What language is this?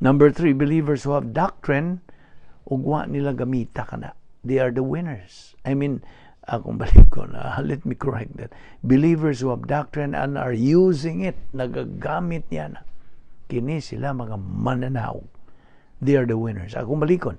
Cebuano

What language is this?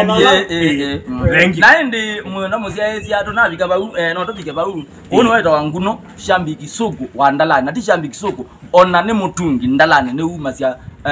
Kamba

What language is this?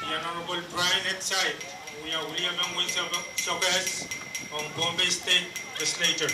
Pohnpeian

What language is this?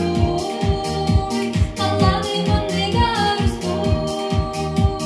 Yakut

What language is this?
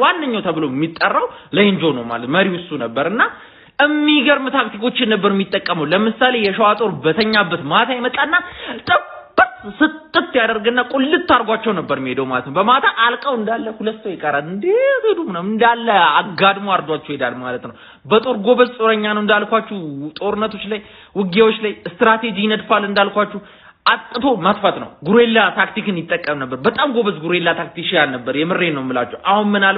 Amharic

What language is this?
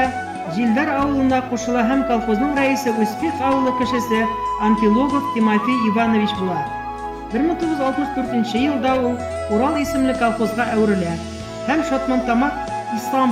Bashkir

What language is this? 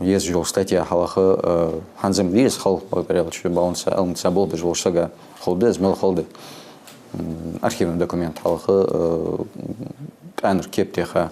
Ingush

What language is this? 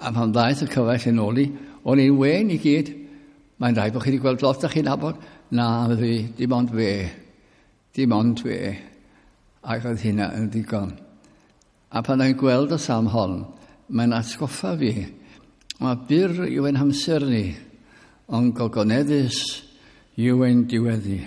Welsh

